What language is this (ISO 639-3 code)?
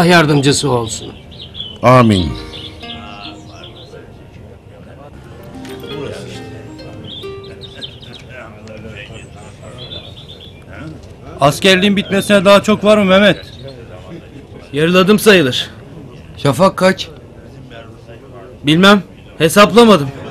tur